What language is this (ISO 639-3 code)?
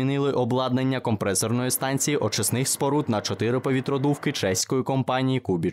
ukr